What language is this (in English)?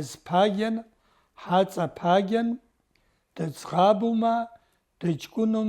Abkhazian